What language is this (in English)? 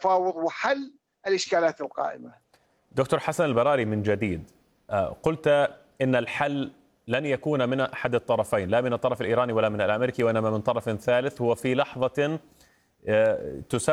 Arabic